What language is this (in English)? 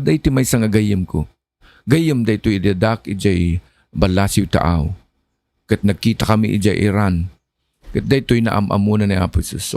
Iloko